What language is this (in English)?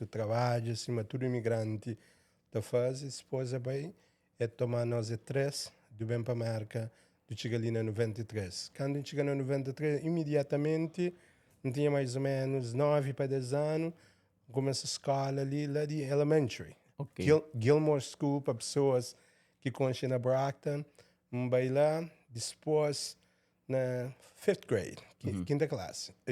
Kabuverdianu